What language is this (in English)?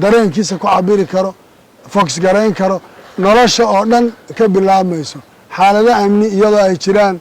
Somali